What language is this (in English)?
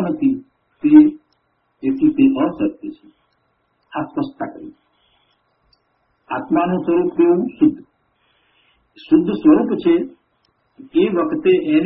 Gujarati